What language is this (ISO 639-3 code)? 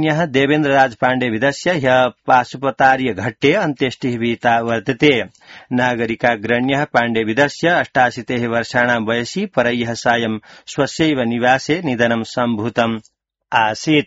san